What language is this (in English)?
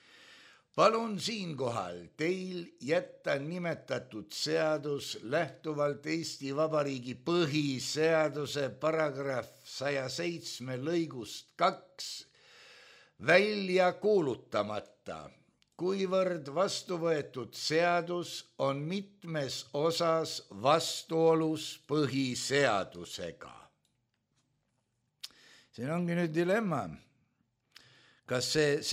Estonian